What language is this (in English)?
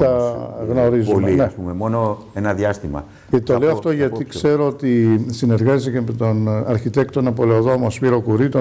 Greek